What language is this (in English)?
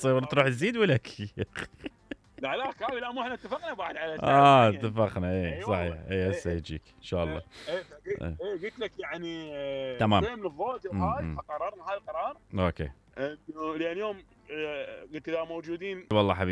Mesopotamian Arabic